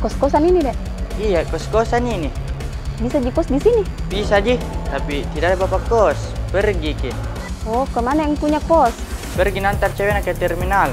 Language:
Makassar Malay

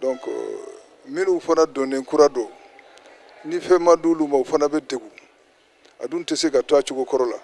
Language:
Bambara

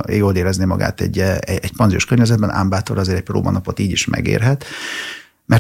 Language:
Hungarian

